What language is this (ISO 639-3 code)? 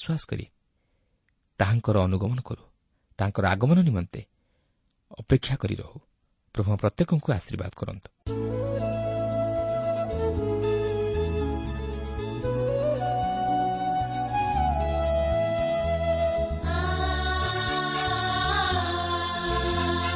ori